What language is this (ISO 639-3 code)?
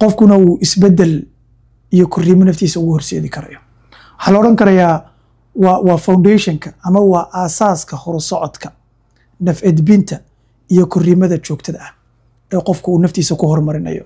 som